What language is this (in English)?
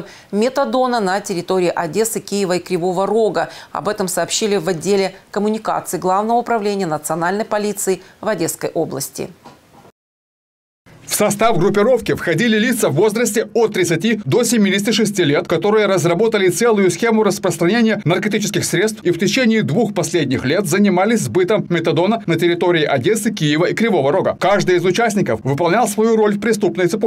Russian